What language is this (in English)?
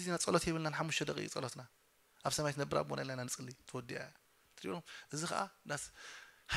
Tigrinya